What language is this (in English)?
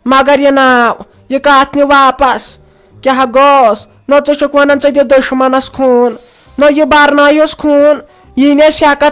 Kashmiri